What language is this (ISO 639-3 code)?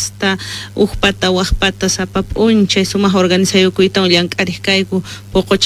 quh